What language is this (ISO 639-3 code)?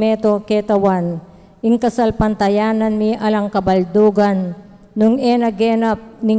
pam